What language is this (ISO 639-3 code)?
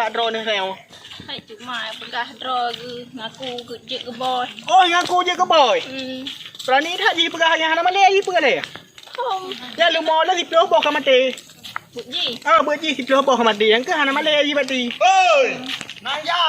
ace